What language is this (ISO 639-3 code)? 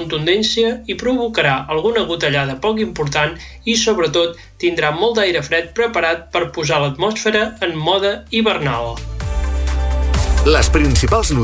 cat